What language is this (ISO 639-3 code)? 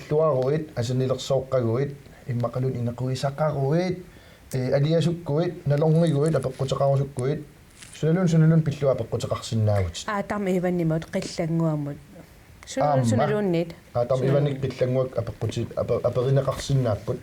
kal